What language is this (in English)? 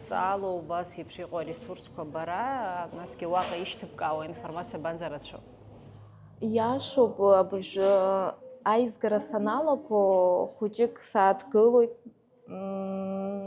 Abkhazian